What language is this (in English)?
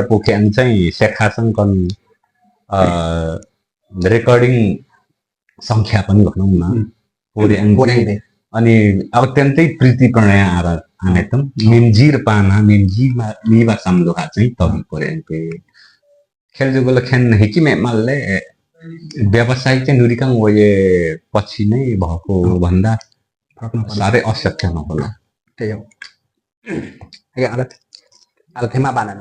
Limbu